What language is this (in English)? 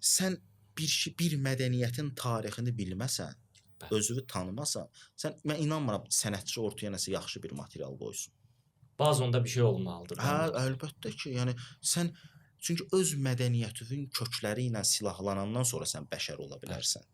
Azerbaijani